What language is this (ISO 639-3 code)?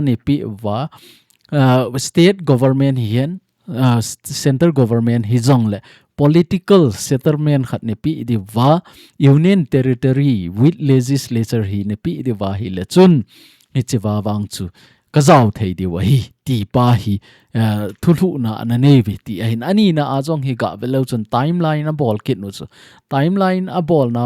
tcz